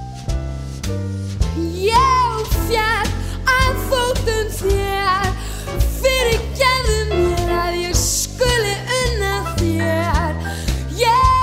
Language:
Icelandic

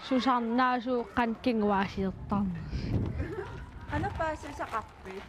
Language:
Kalaallisut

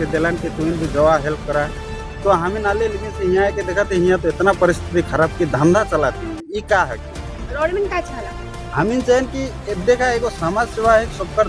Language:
Sadri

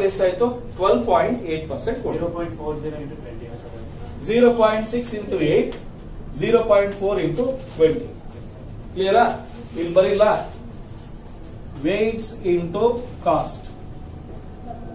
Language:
Kannada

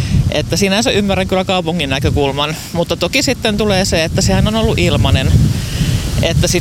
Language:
Finnish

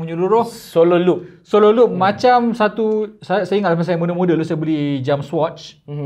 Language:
Malay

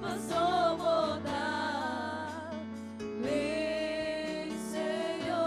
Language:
Papiamento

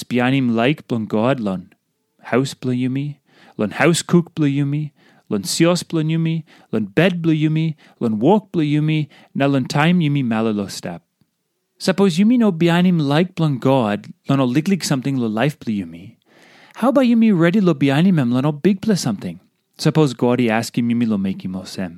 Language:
Tok Pisin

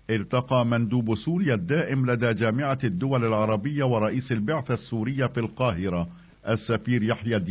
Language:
Arabic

